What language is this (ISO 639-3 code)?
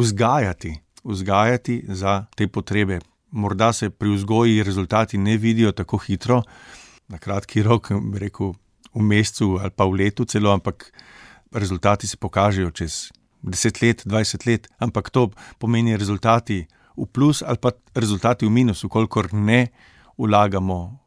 slv